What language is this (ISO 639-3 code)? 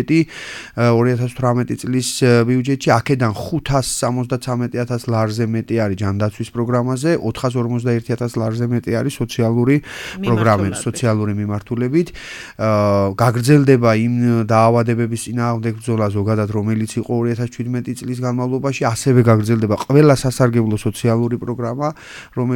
kat